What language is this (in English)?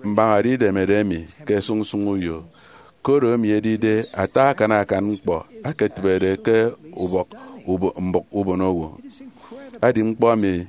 Efik